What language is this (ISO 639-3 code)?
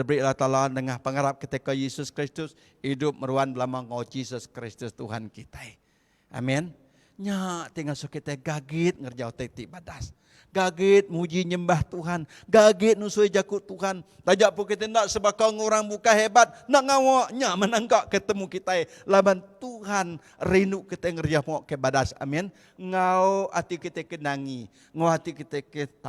iba